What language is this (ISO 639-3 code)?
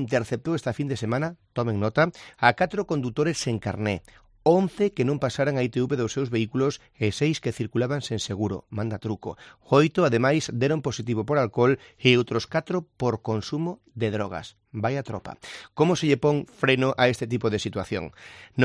glg